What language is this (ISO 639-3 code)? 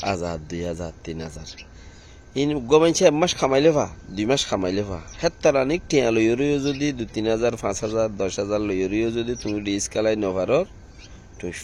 rhg